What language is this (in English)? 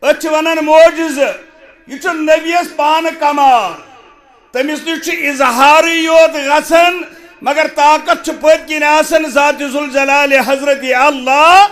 Kashmiri